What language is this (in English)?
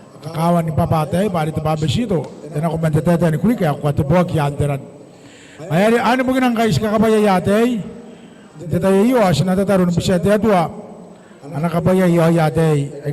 Gilbertese